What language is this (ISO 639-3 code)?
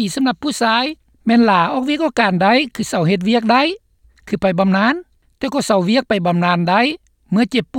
lao